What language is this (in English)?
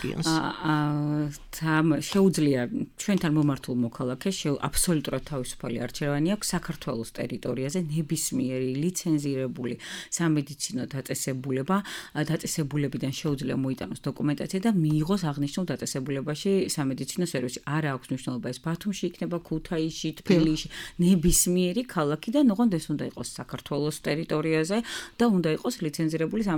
Georgian